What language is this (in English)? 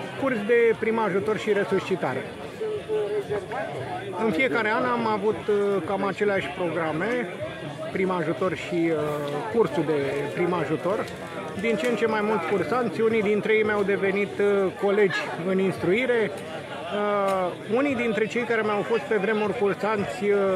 Romanian